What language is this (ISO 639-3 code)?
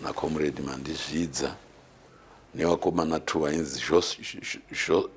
sna